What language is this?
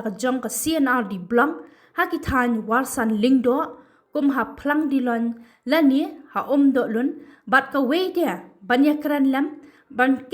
Khasi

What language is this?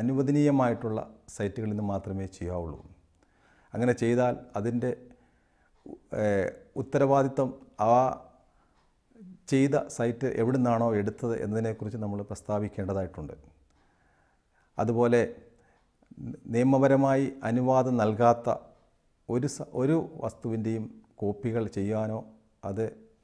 Malayalam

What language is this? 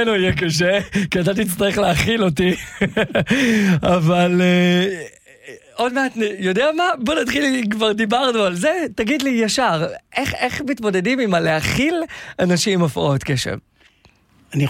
Hebrew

